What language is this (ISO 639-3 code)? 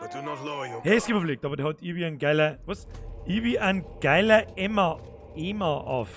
bar